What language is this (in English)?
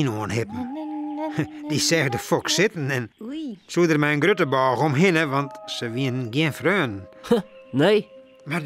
Western Frisian